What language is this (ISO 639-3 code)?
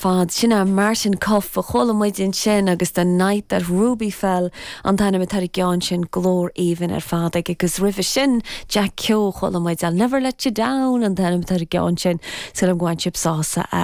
gle